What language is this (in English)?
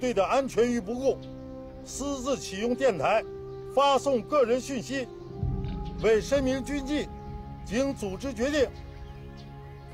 Chinese